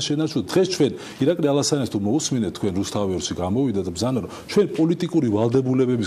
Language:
Georgian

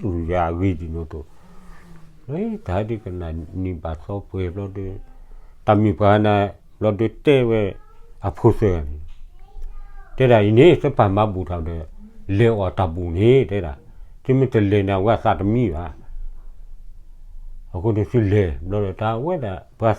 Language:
S'gaw Karen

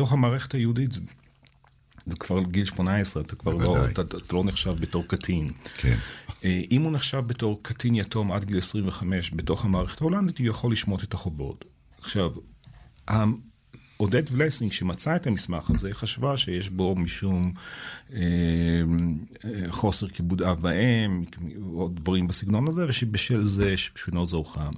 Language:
Hebrew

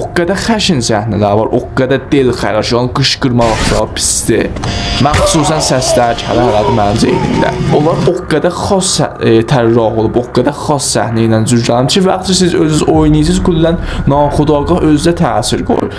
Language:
South Azerbaijani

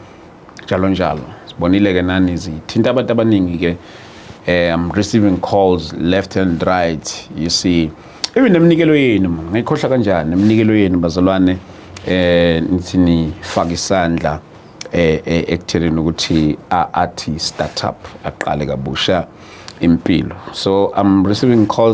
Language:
Zulu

